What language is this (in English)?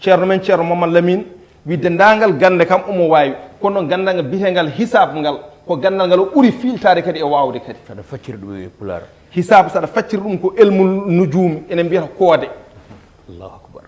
Fula